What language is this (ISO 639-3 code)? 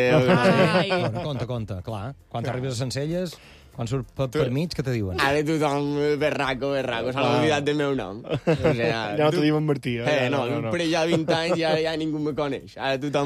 cat